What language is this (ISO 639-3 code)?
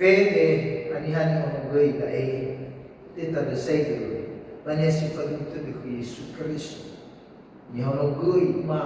nia